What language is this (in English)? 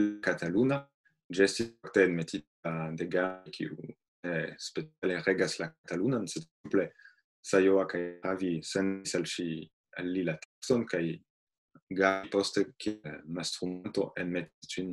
Esperanto